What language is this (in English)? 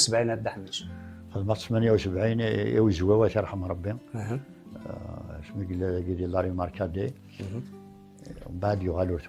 Kabyle